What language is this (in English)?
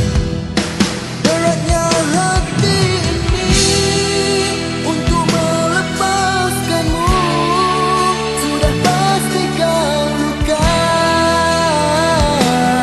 Malay